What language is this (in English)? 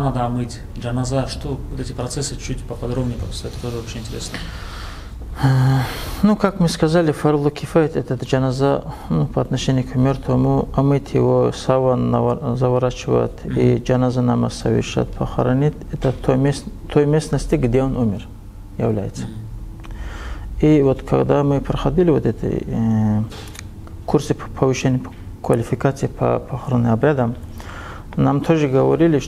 Russian